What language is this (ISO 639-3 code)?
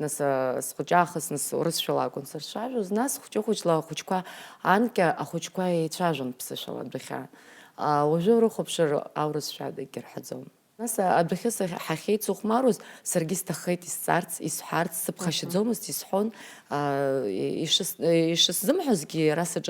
abk